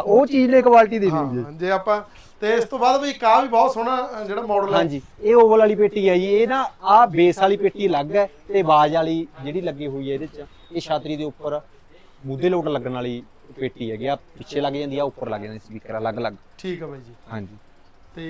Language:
Punjabi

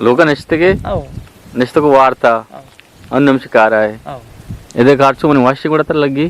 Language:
Eastern Balochi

